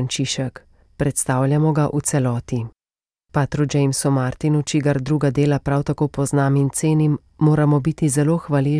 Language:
Slovenian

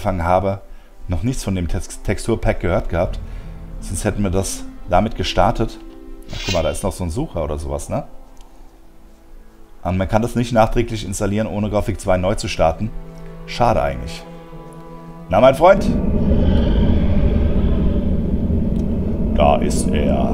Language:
German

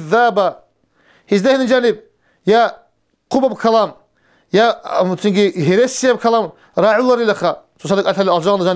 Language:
Avaric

